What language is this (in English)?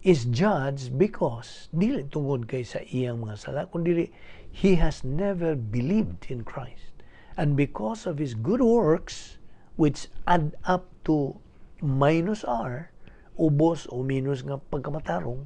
Cebuano